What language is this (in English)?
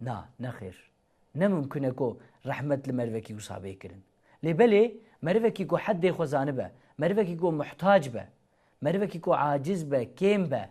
Kurdish